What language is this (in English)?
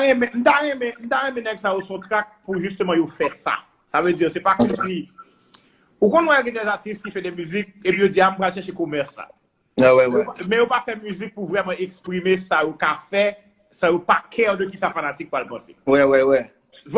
Haitian Creole